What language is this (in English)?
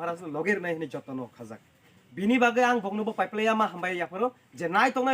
Kok Borok